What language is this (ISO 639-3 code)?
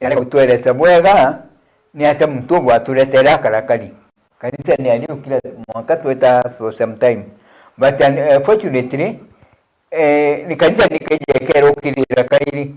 mer